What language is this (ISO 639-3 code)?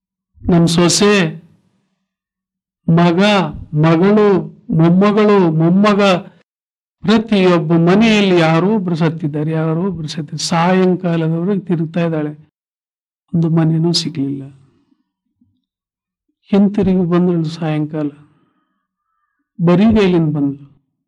kan